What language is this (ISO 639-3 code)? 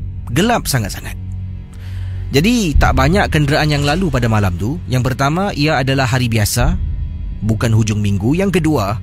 msa